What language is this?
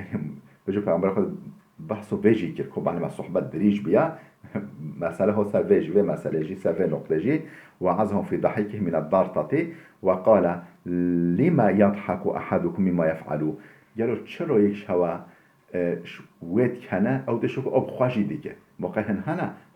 Kurdish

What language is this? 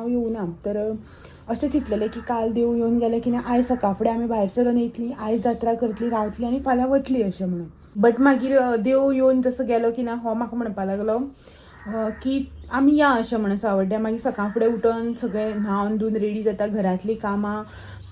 Konkani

